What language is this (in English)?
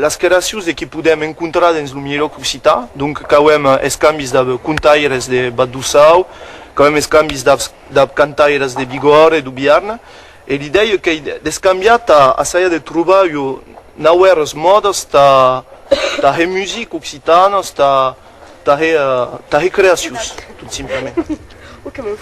Occitan